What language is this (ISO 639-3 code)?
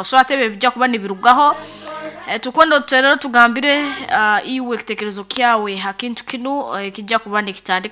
nyo